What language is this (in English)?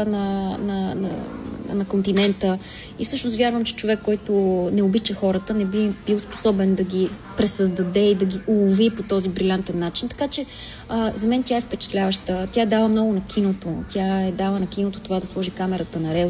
Bulgarian